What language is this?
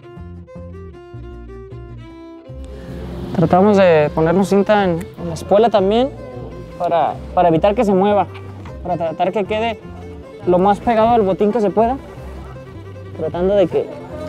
Spanish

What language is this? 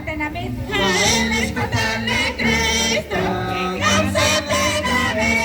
Kekchí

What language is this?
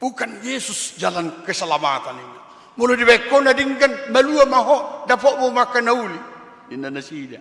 Batak Toba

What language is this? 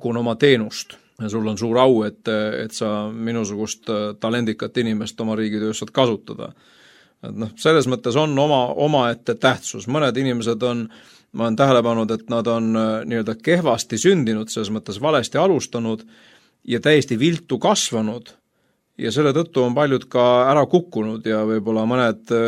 Estonian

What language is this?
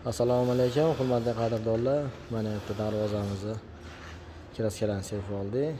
Uzbek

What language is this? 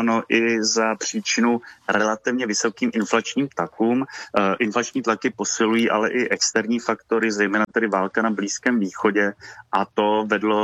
Czech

